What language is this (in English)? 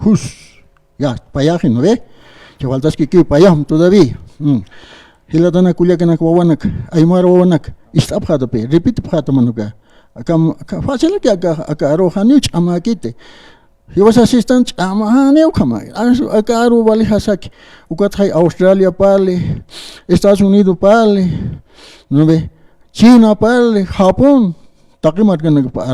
Aymara